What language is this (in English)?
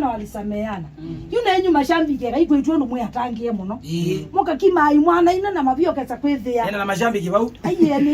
Kamba